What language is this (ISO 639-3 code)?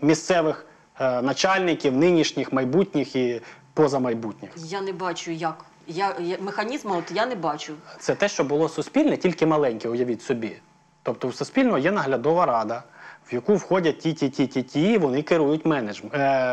ukr